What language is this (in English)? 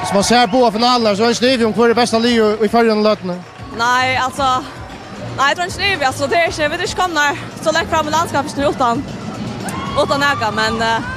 Faroese